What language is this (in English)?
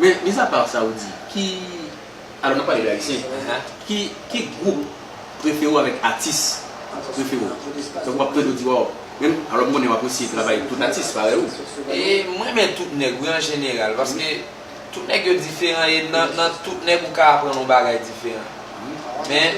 Haitian Creole